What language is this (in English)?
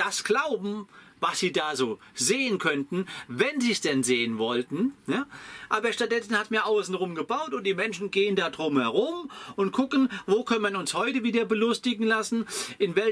German